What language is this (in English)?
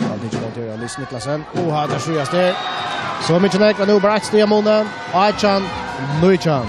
Faroese